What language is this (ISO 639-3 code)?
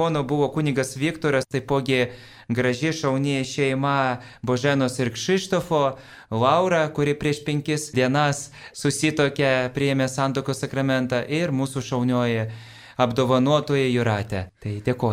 lit